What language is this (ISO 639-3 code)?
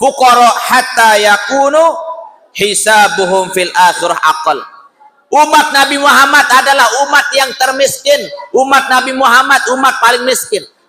sas